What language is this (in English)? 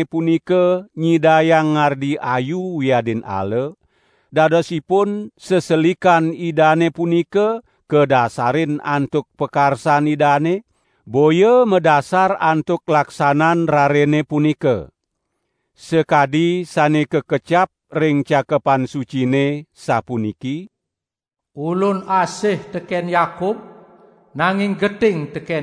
Balinese